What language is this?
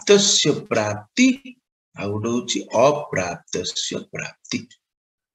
Odia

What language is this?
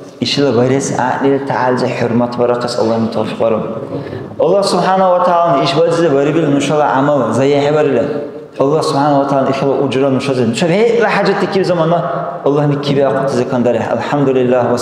Dargwa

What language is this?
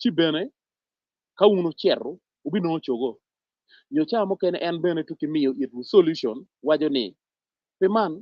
Acoli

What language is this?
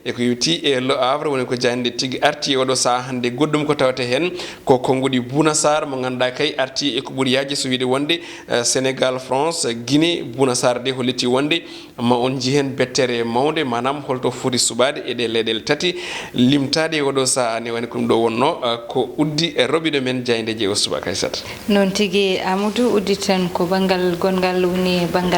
Fula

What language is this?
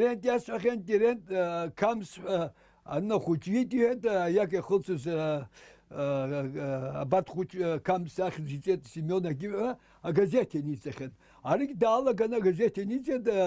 Abkhazian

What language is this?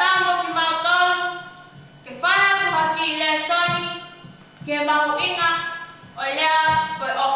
Tongan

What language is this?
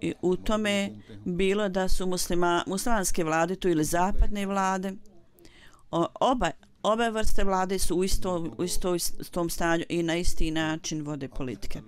Bosnian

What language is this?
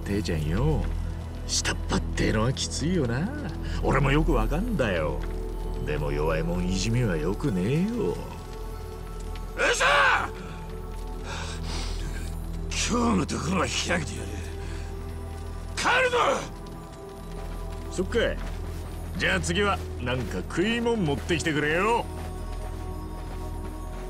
Japanese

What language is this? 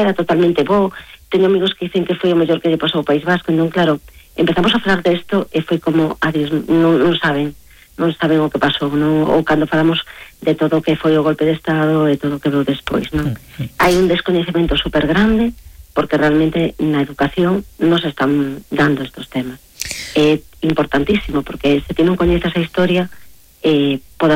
Galician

